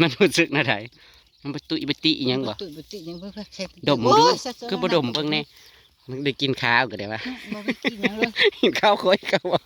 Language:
Northeastern Thai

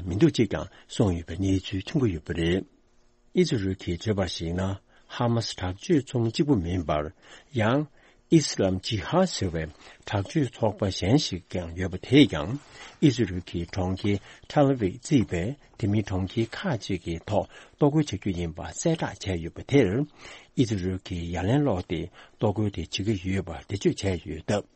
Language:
Tibetan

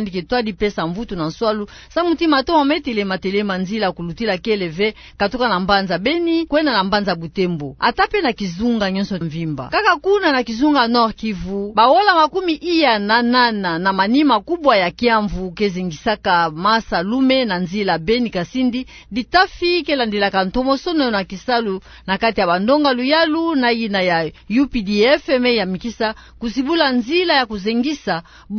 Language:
Kituba (Democratic Republic of Congo)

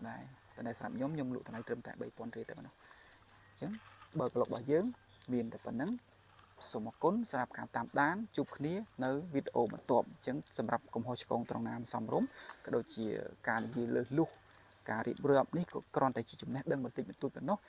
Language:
Khmer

